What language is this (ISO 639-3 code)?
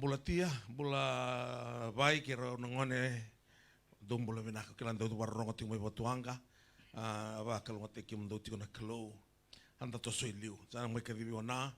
fij